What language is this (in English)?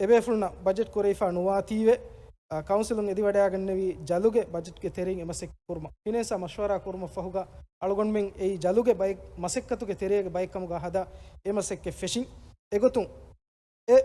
Divehi